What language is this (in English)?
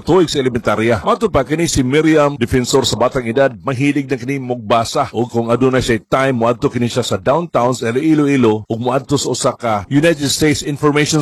Cebuano